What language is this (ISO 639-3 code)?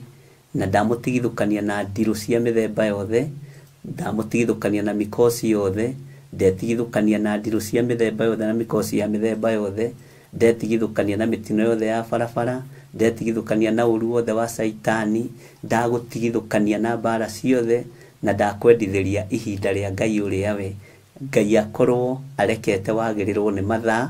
kik